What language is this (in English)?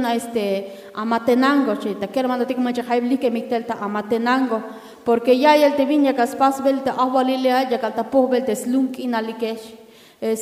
Tzeltal